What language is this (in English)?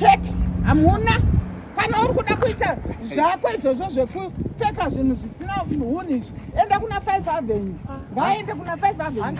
Shona